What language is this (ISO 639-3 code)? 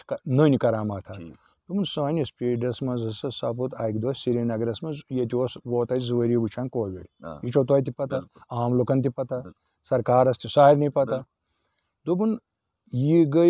kas